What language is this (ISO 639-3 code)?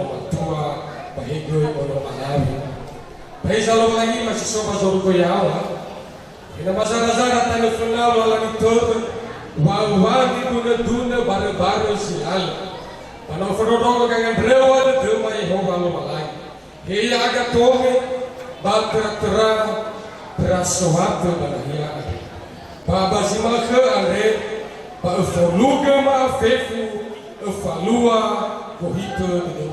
nia